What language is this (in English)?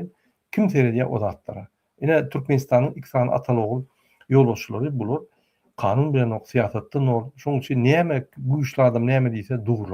Turkmen